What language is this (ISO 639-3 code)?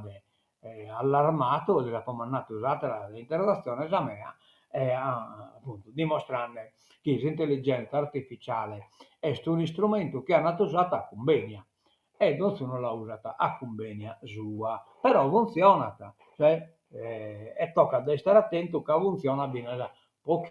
srd